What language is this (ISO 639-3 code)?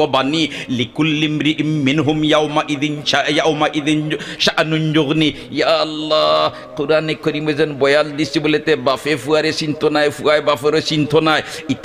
syl